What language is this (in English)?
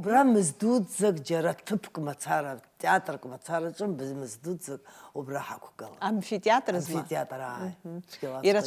Abkhazian